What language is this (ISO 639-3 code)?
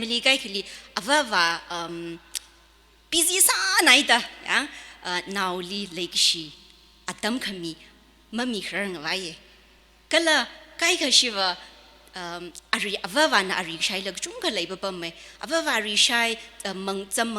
nmf